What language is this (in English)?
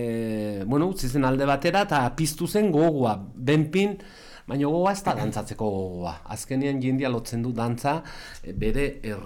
Basque